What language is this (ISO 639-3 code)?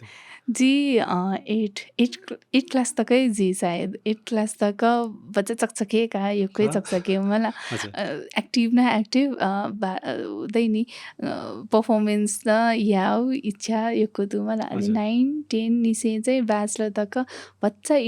new